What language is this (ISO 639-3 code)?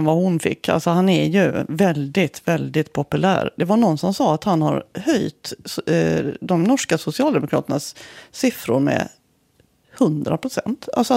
swe